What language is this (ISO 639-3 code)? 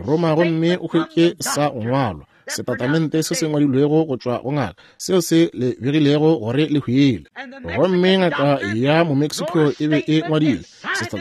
nso